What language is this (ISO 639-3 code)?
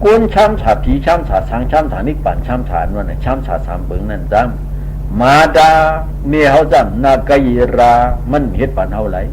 shn